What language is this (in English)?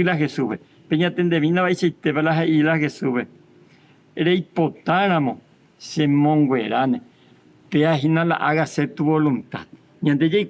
Guarani